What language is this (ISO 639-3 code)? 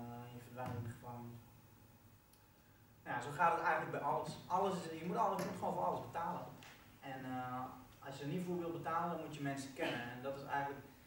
nld